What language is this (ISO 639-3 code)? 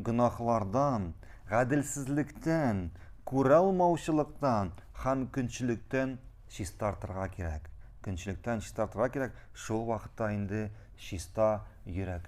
tat